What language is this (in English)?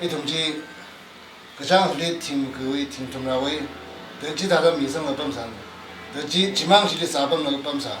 Tangkhul Naga (India)